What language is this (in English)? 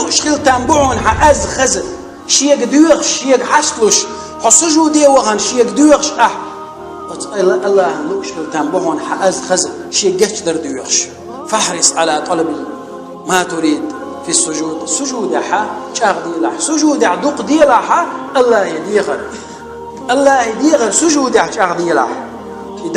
Chechen